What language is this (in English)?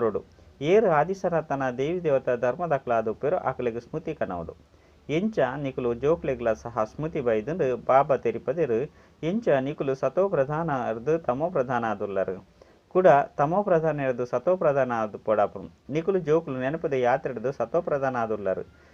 Tulu